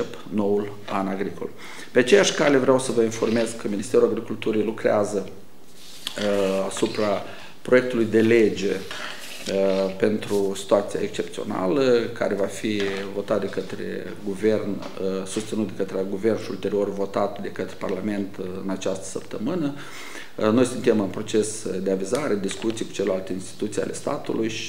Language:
Romanian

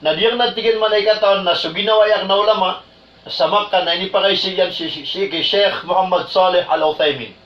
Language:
Maranao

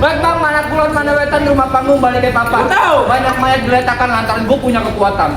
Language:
Betawi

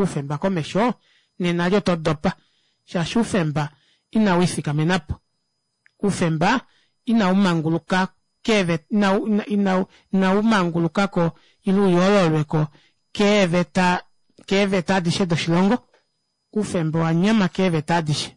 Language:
Kuanyama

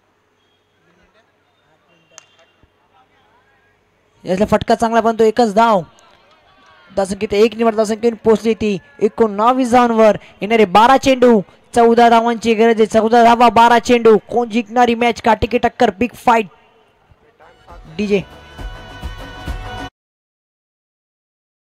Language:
Marathi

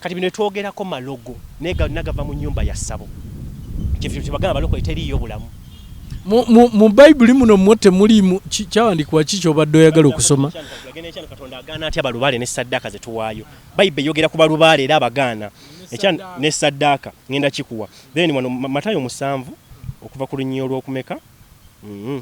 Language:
Ganda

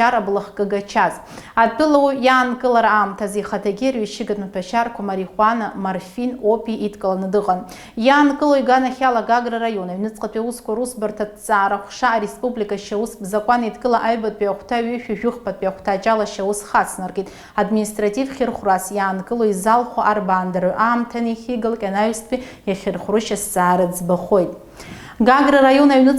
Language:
Abkhazian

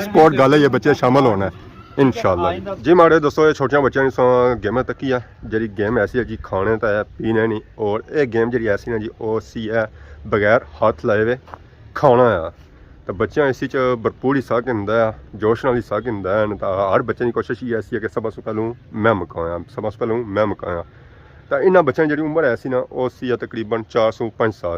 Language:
Pahari-Potwari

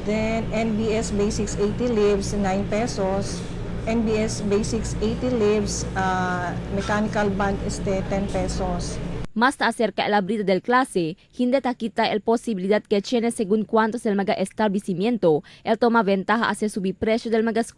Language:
Chavacano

